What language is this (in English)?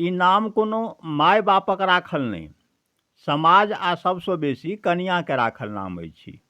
Maithili